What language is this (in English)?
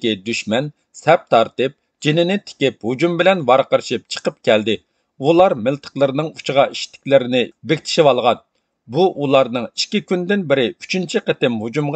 Uyghur